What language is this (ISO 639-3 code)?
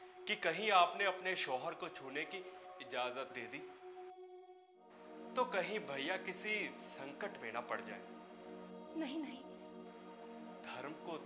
hin